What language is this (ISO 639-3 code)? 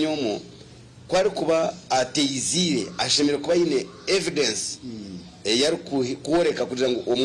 nyn